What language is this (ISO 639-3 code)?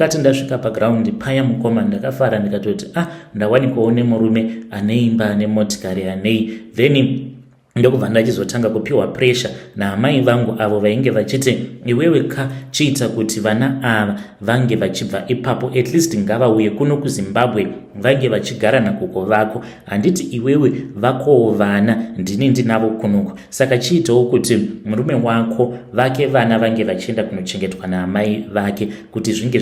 sna